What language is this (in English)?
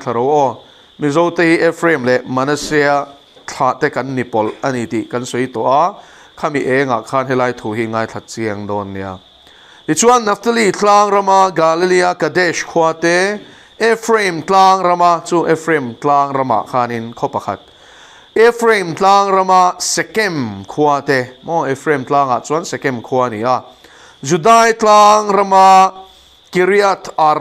Mizo